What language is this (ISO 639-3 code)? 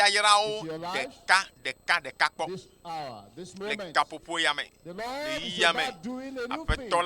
ewe